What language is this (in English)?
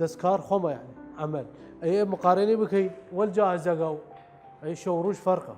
Southern Kurdish